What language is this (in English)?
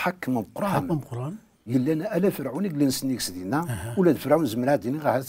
Kabyle